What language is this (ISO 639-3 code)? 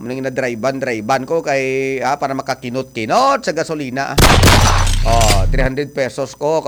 hil